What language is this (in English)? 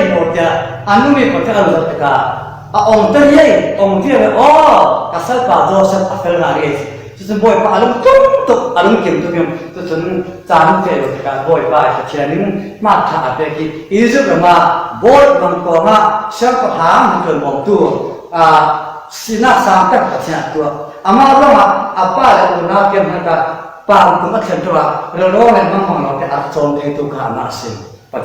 Falam Chin